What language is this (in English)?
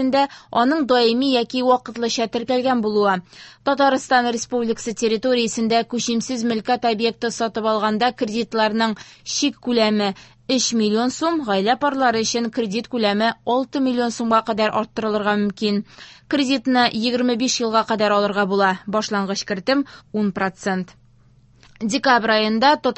Tatar